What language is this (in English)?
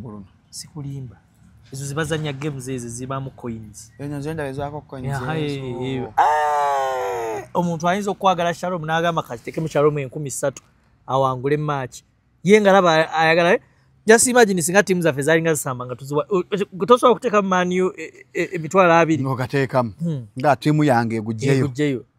Ganda